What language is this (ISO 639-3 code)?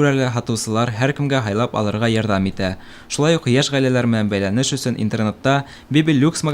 bak